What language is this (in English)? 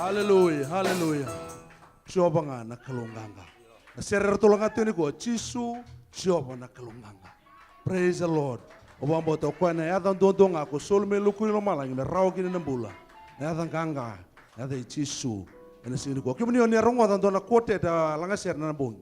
Fijian